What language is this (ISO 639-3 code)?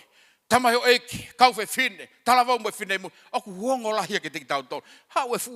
ton